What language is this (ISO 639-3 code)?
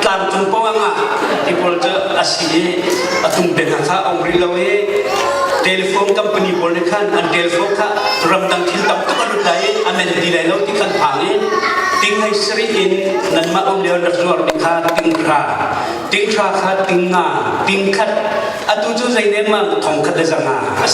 cnh